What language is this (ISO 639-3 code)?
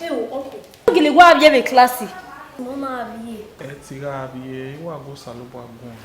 bin